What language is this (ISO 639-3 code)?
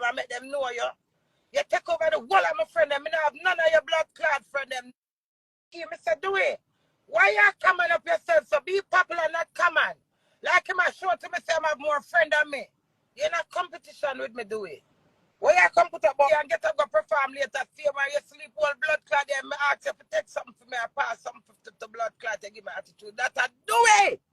jam